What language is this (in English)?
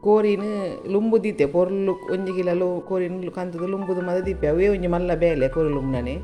Tulu